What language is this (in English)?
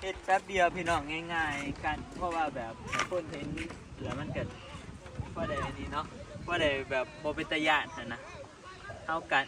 Northeastern Thai